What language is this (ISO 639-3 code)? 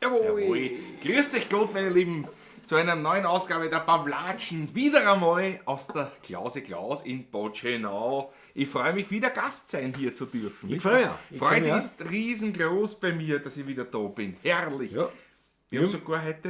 bar